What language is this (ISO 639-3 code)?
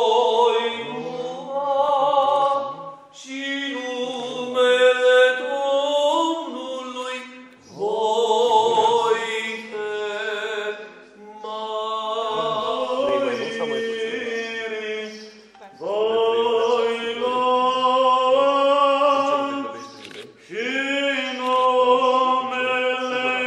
ron